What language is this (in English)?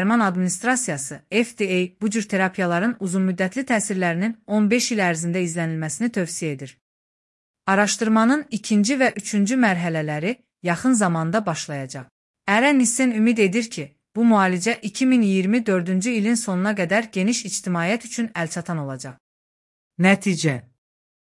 Azerbaijani